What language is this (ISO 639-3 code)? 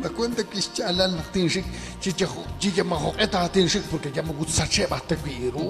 kek